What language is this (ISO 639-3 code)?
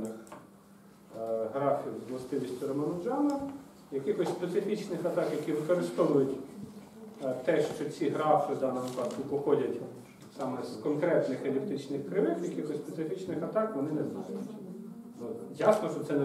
ukr